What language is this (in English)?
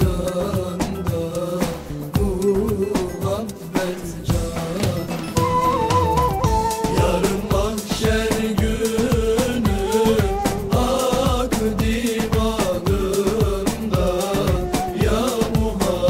Turkish